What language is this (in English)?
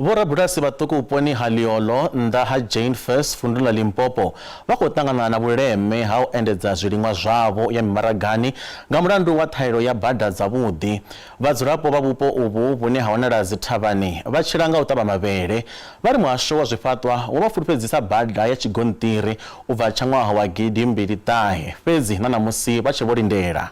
Venda